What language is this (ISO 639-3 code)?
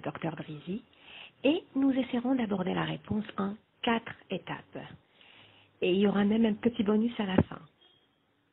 fra